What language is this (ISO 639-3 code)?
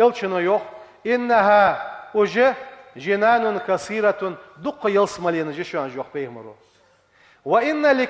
inh